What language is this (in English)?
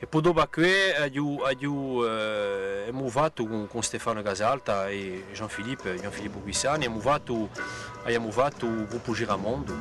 Corsican